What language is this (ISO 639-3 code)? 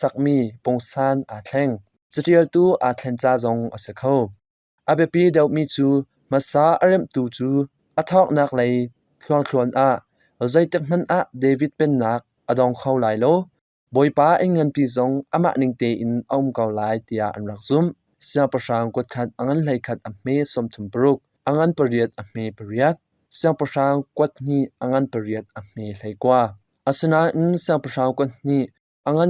cnh